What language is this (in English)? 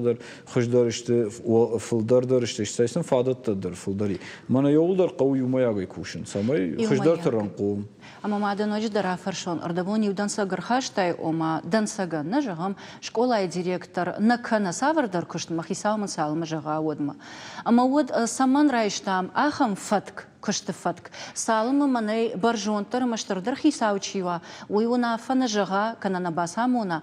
Ossetic